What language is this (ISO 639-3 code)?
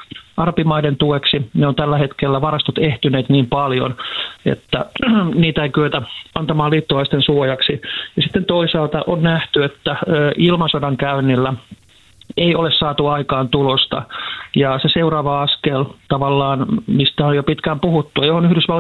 fin